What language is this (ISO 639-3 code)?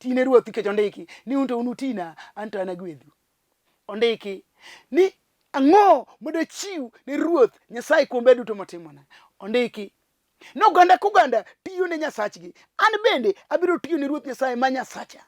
luo